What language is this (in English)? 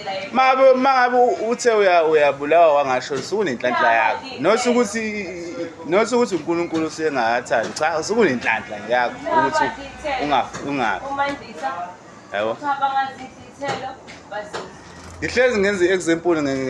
Zulu